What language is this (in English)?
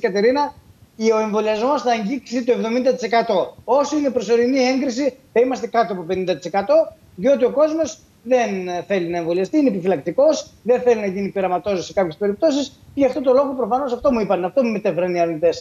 Greek